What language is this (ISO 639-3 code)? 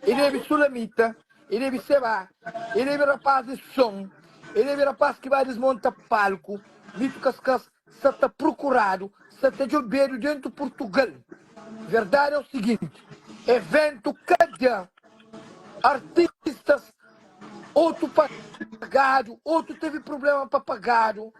kea